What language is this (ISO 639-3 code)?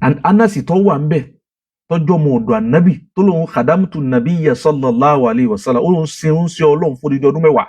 yor